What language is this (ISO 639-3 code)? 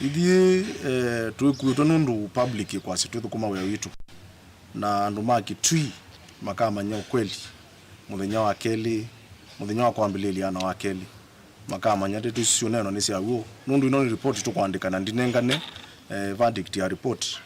kam